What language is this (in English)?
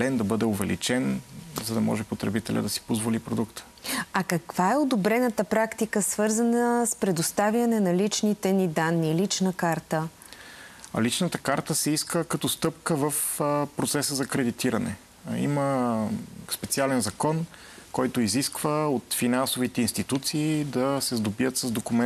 Bulgarian